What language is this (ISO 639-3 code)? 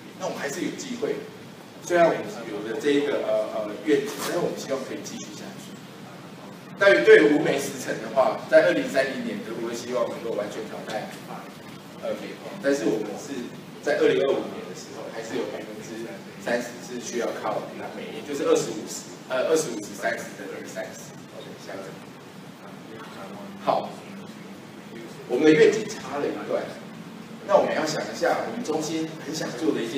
zho